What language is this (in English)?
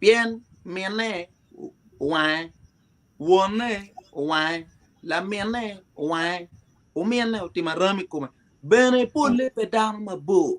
Acoli